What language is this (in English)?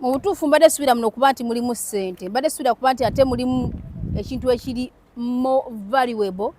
Ganda